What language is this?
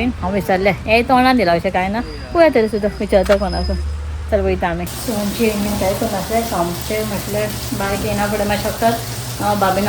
Konkani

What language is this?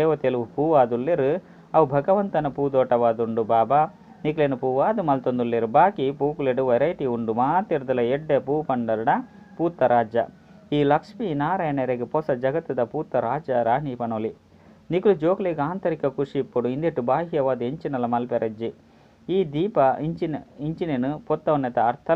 Tulu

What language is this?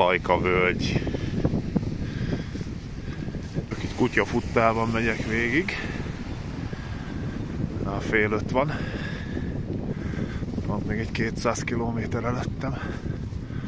Hungarian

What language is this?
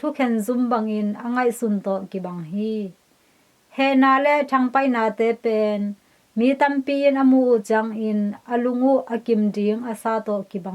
Tedim Chin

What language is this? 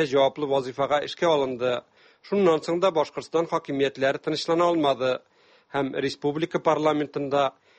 Tatar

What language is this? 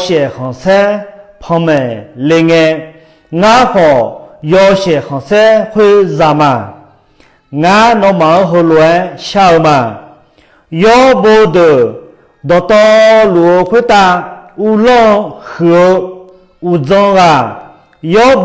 Akha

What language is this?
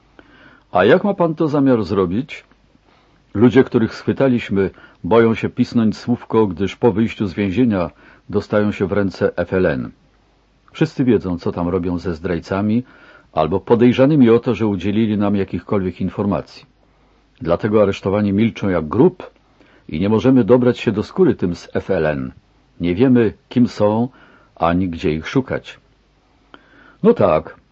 Polish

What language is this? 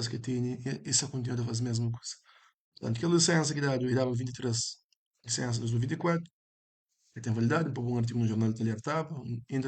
Kabuverdianu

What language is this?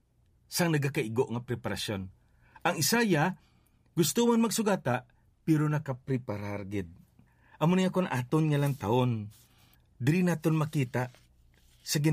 Hiligaynon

